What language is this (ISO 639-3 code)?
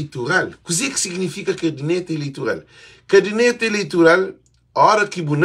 kea